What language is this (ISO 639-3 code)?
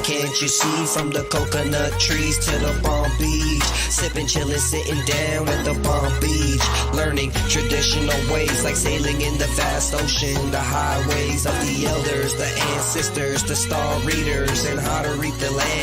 pon